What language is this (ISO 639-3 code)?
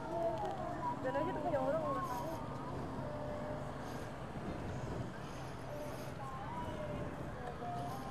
ind